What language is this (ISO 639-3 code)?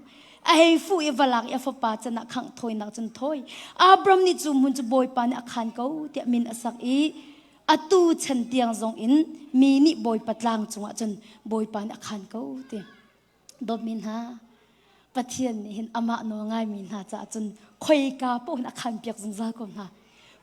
cnh